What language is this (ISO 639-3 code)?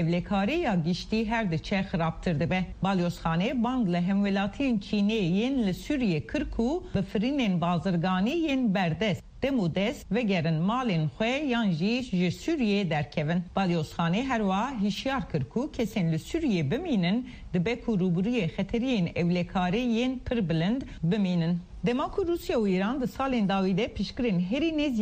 kur